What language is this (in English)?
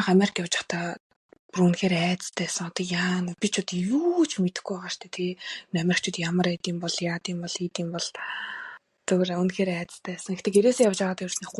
Mongolian